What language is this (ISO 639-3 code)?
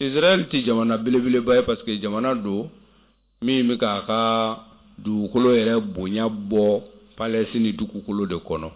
bam